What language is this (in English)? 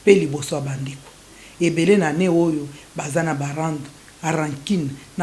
Lingala